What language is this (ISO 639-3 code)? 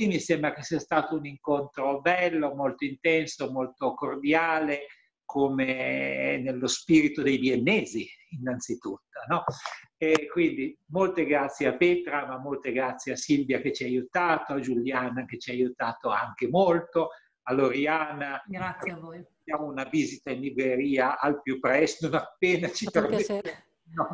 ita